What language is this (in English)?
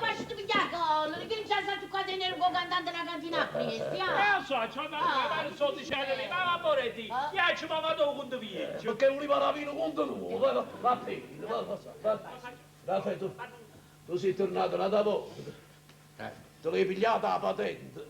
Neapolitan